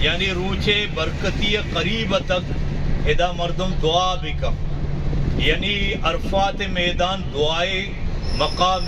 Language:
Eastern Balochi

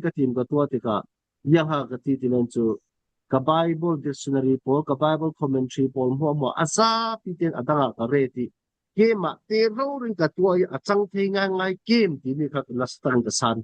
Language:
Falam Chin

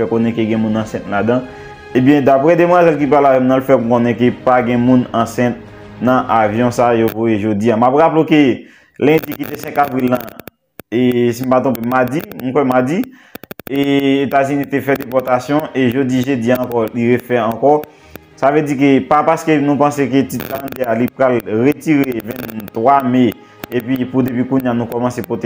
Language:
Haitian Creole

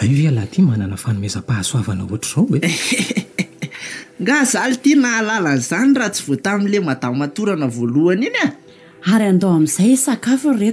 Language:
Malagasy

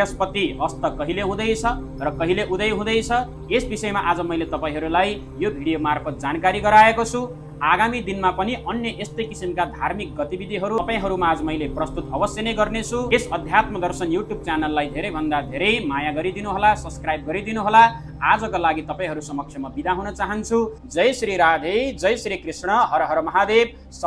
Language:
Nepali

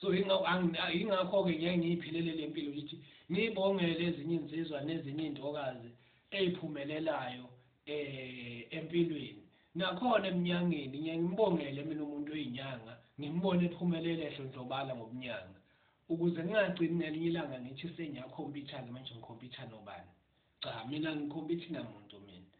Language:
Zulu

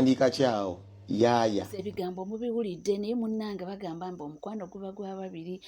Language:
Ganda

